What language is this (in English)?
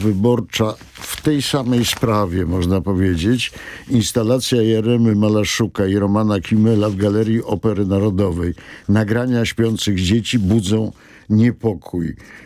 Polish